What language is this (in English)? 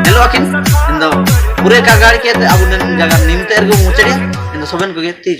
Ho